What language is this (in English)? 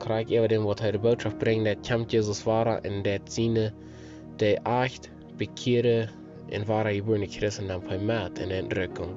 Plautdietsch